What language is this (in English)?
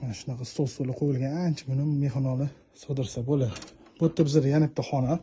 Uzbek